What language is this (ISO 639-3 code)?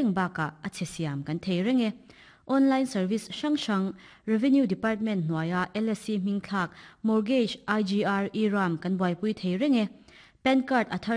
lus